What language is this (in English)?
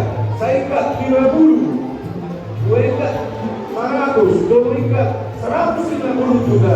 Batak Toba